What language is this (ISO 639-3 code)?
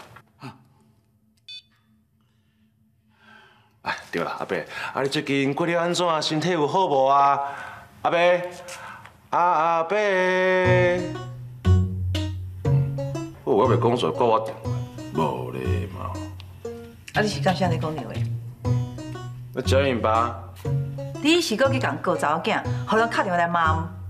nan